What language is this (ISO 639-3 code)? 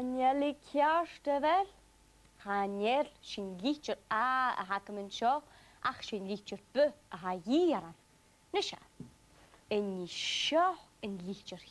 gla